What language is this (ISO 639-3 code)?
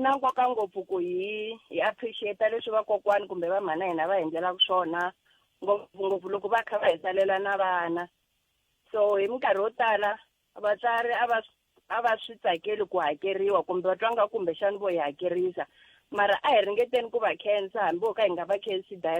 tso